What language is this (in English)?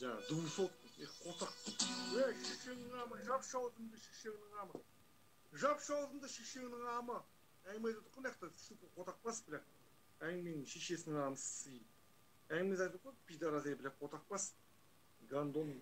Kazakh